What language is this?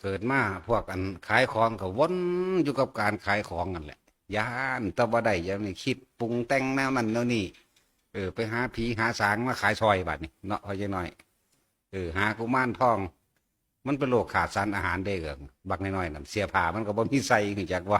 Northeastern Thai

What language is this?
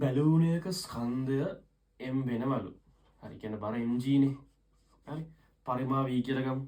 Sinhala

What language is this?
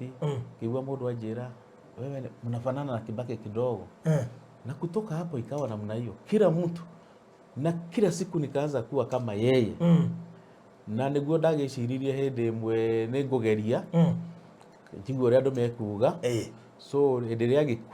Kikuyu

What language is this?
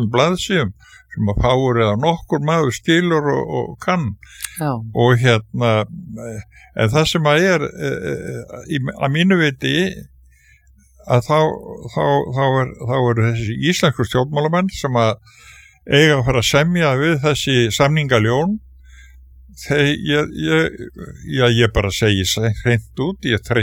Icelandic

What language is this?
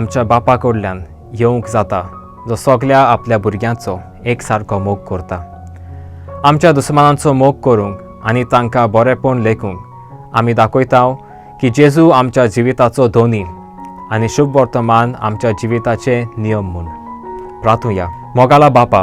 Konkani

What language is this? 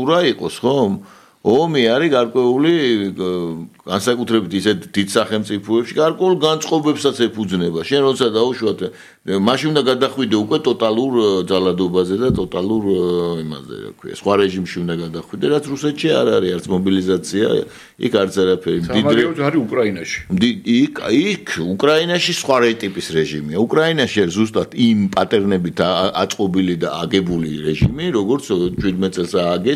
Georgian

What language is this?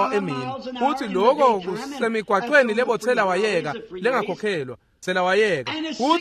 Swati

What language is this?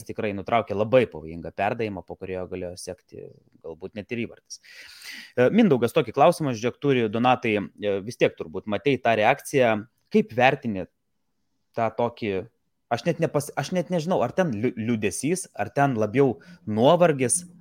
Lithuanian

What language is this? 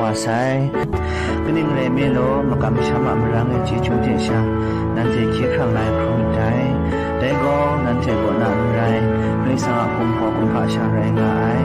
Kachin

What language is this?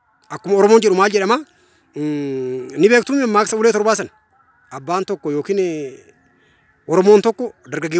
Oromo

